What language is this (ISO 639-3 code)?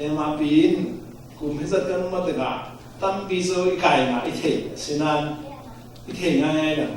cfm